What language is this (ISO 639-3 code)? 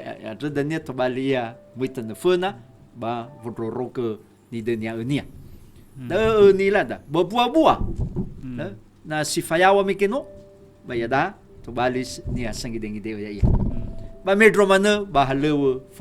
nia